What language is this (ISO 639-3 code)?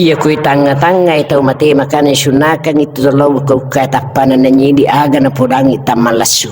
bug